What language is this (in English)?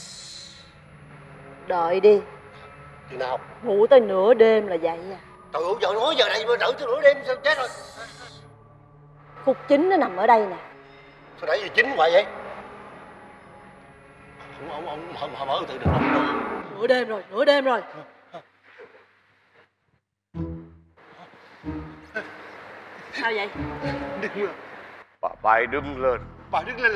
Vietnamese